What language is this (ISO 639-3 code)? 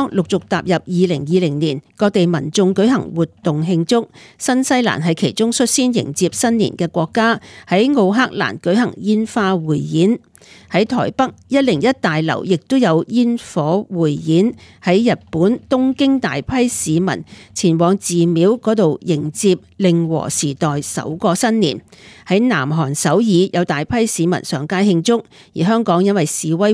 yue